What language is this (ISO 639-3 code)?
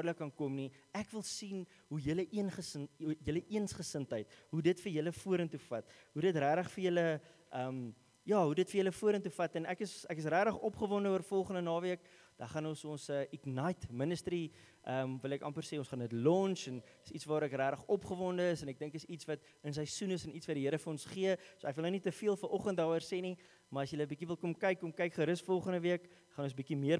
afr